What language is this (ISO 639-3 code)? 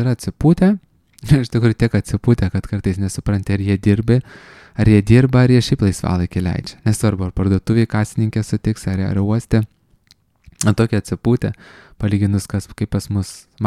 lit